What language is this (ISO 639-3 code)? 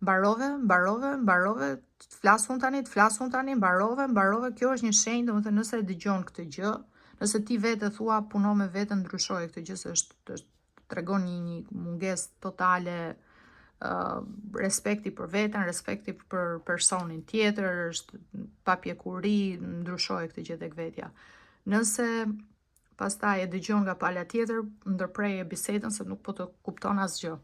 sqi